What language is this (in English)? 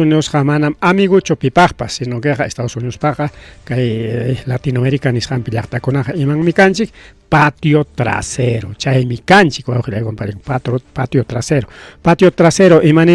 Ayacucho Quechua